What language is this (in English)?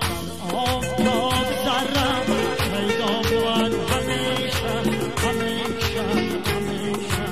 Tajik